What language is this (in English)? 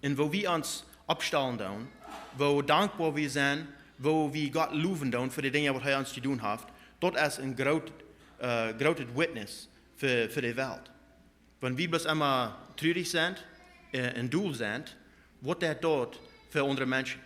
Plautdietsch